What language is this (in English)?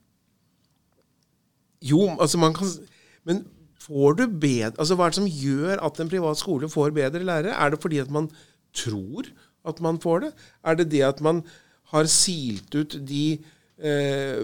Norwegian